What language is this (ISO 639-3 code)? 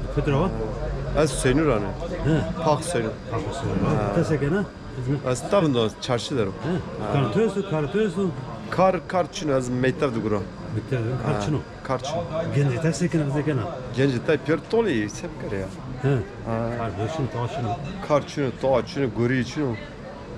zza